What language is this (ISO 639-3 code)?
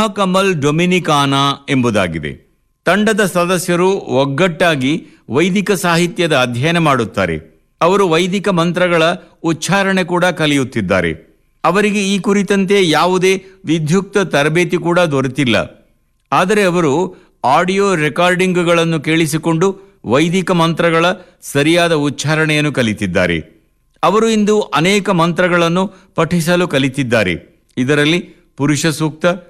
kan